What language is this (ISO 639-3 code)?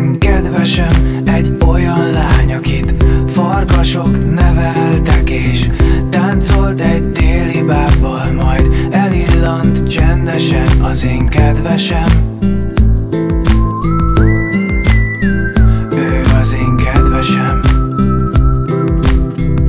hun